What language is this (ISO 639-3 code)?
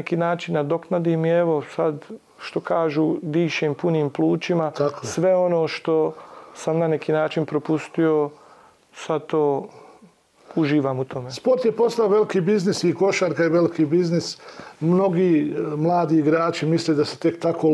bos